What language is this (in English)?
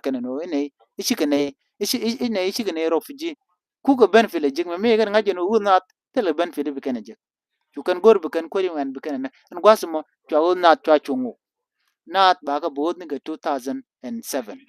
Nuer